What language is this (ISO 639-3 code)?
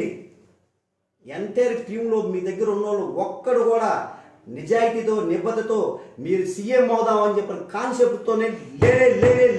tel